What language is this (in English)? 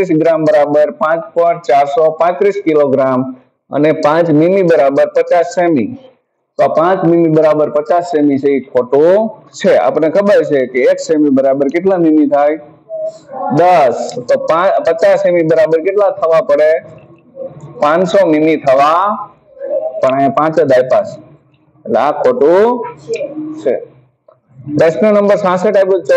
Gujarati